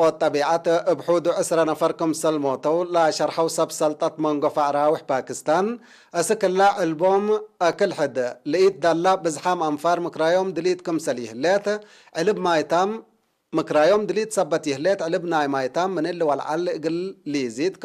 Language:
Tigre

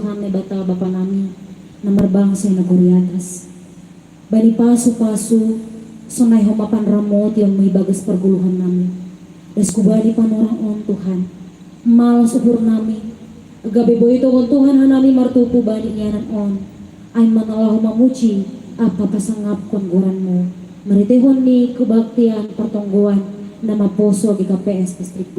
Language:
Batak Simalungun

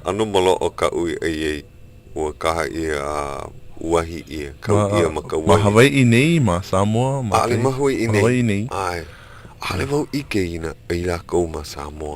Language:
Hawaiian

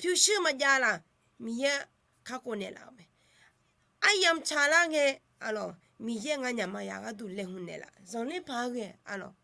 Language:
Akha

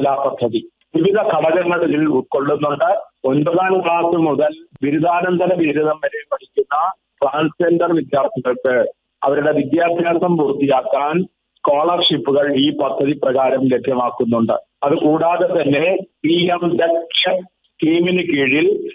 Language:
Malayalam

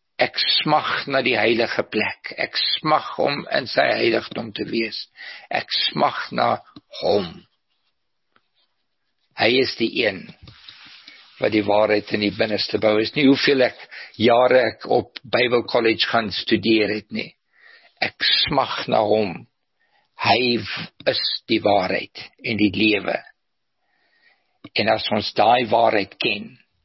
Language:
Afrikaans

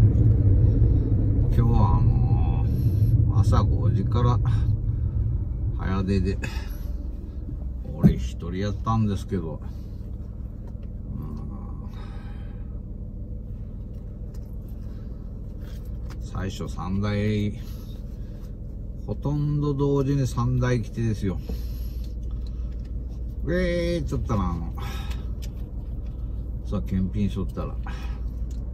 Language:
Japanese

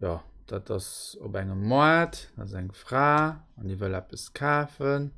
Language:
Luxembourgish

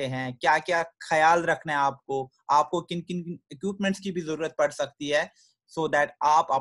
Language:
Hindi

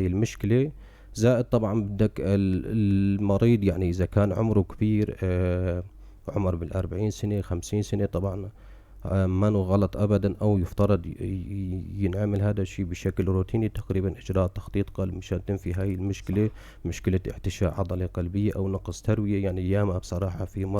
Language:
North Levantine Arabic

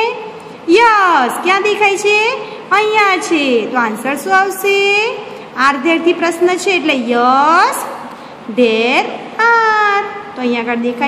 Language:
Gujarati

